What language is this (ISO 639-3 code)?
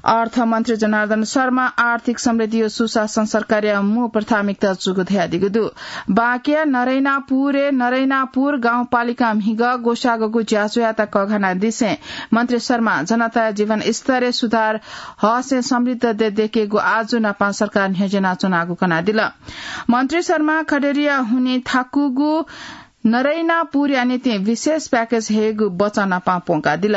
new